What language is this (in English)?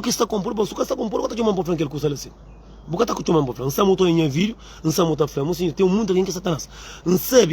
Kabuverdianu